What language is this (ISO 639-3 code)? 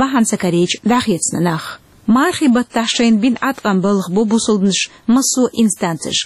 che